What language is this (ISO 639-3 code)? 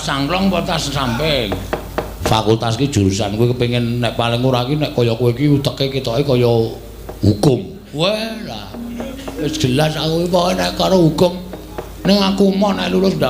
jav